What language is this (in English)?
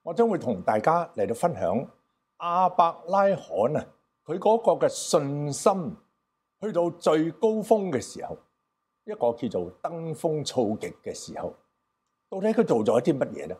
Cantonese